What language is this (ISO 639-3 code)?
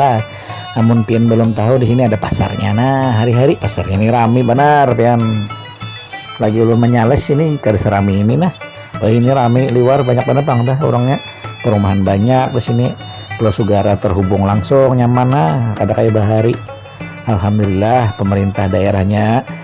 bjn